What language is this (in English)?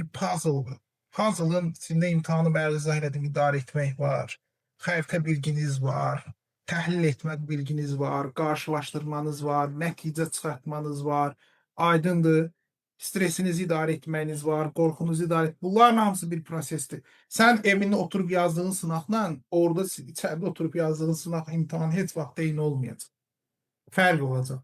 Azerbaijani